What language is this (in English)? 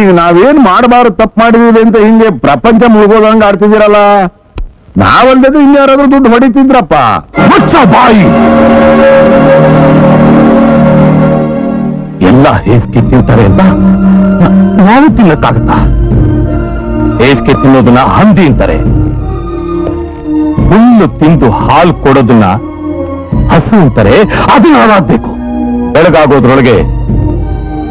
Kannada